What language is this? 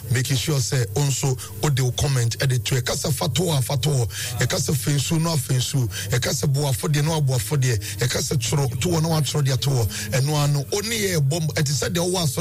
Akan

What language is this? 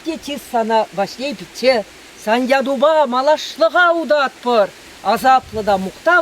Chuvash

